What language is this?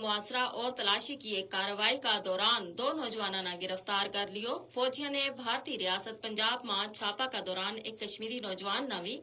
Gujari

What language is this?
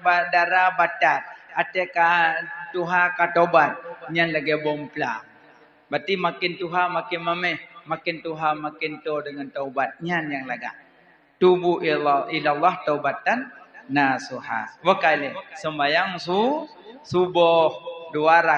Achinese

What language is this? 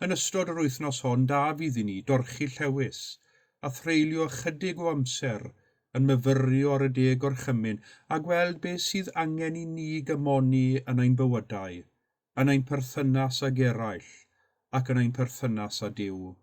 Welsh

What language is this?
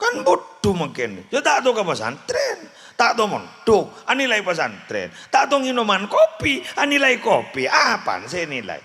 Madurese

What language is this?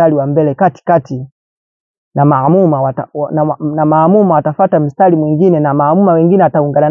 Swahili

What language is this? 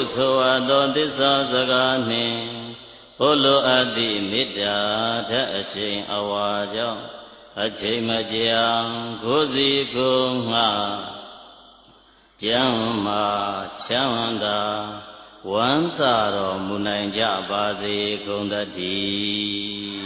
Burmese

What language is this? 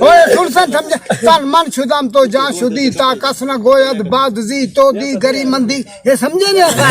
Saraiki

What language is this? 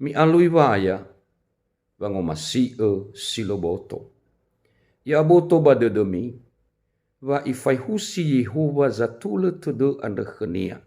Nias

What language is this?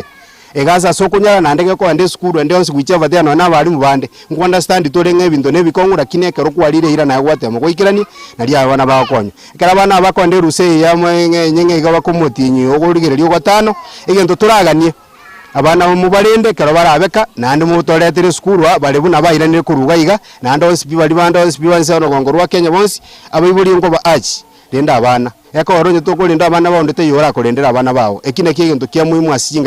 Gusii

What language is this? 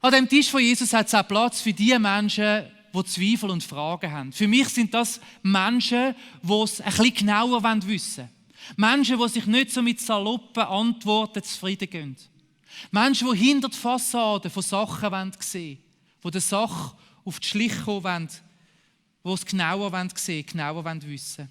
Swiss German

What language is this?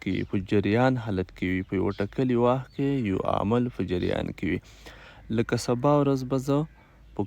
Pashto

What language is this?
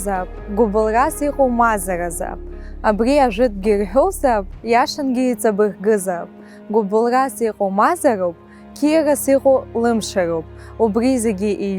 Abkhazian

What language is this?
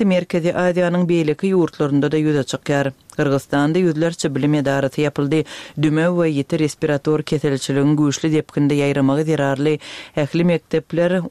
Turkmen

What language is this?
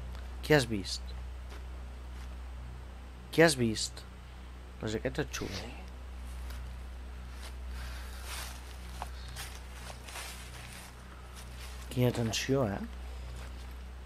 Catalan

